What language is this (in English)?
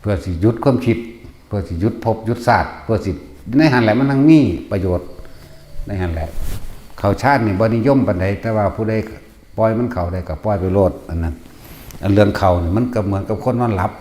Northeastern Thai